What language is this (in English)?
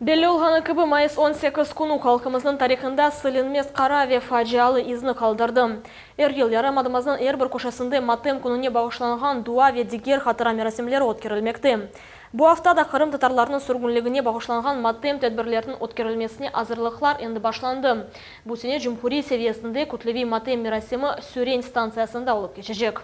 Crimean Tatar